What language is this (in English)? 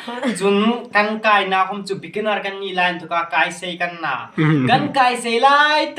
Hmar